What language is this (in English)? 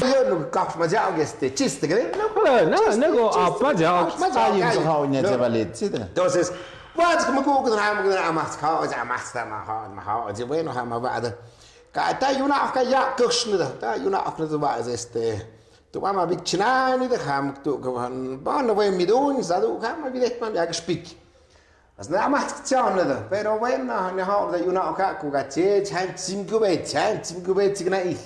Tlahuitoltepec Mixe